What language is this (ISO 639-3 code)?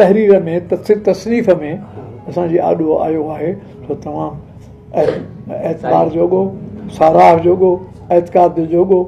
snd